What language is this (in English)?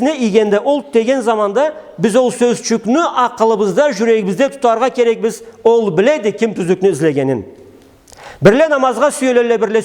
Karachay-Balkar